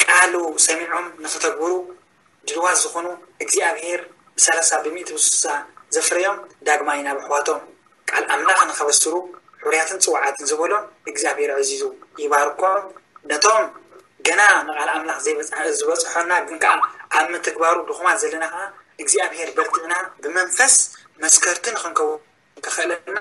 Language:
Tigrinya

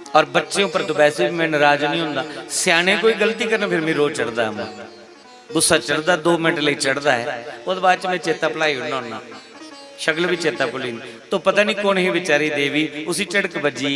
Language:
Dogri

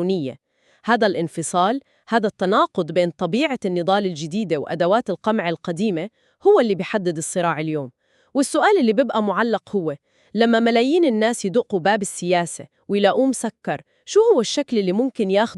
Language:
North Levantine Arabic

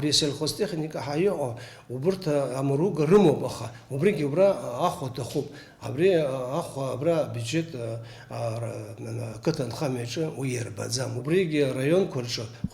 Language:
Abkhazian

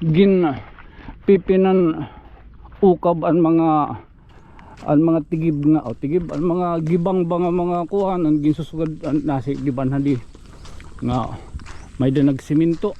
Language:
Waray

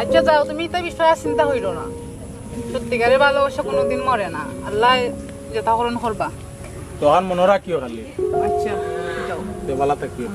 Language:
Sylheti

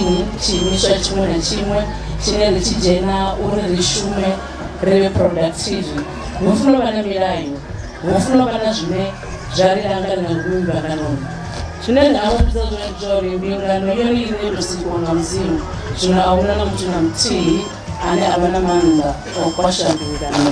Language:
Venda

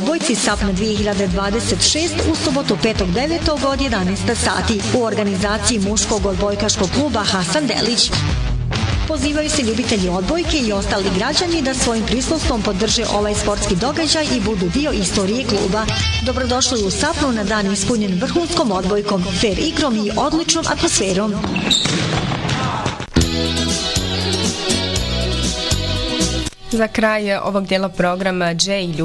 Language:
Bosnian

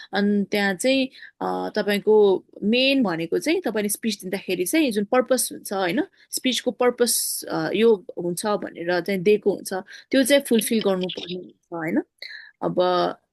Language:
Nepali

